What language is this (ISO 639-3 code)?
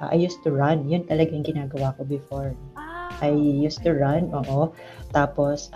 fil